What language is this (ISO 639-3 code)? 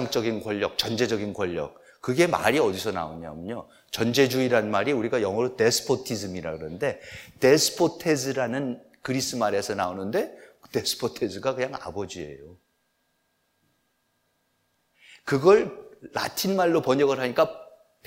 kor